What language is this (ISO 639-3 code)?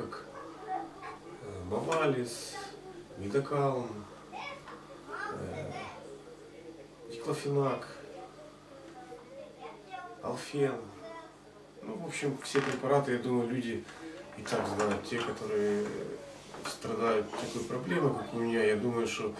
rus